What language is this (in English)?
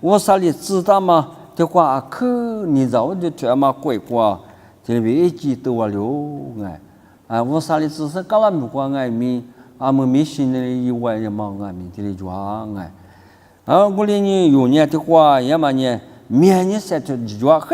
Lisu